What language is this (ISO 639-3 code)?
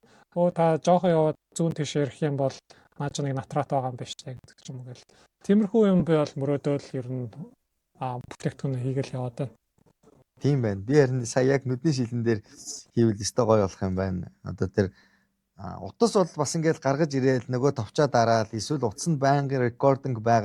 mon